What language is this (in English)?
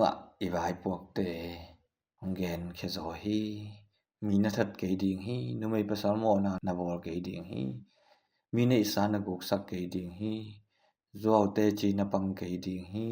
Tedim Chin